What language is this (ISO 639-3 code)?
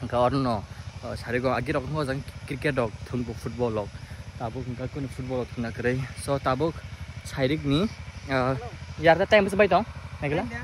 trp